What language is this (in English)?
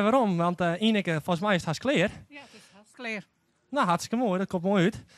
Western Frisian